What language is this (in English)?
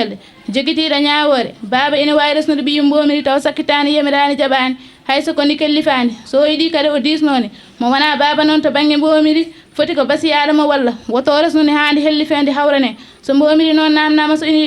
Fula